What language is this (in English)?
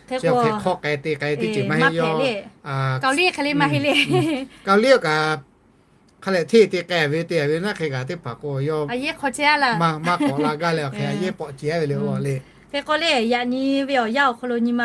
Lahu